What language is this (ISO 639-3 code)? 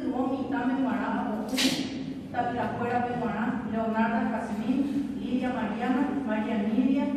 grn